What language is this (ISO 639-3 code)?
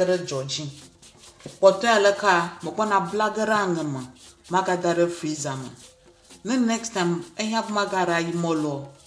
ewe